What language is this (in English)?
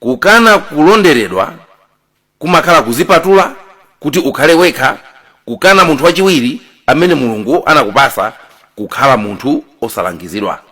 Nyanja